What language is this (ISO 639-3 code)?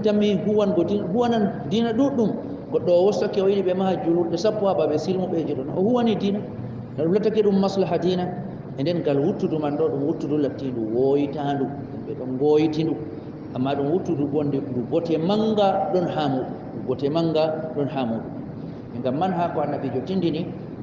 ful